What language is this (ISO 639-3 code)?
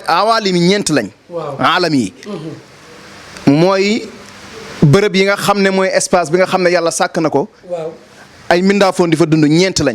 wol